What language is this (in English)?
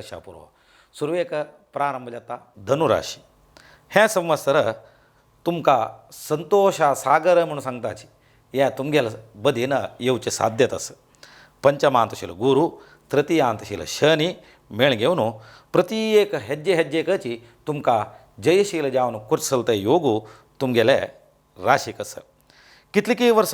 Konkani